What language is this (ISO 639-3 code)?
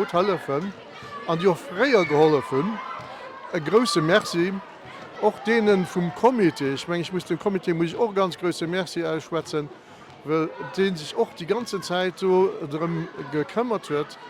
ltz